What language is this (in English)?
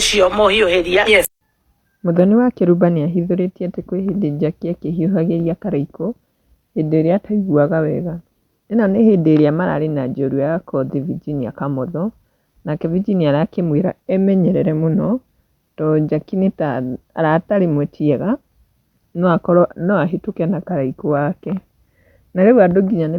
Kikuyu